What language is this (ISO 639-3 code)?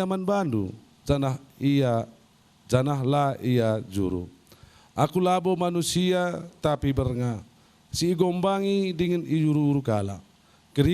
btx